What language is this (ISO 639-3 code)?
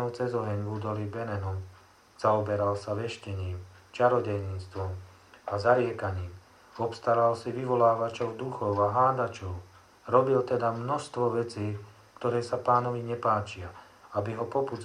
slk